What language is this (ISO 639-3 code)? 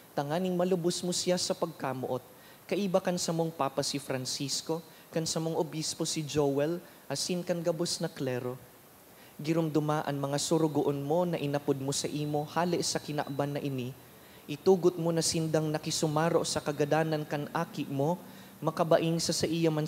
bik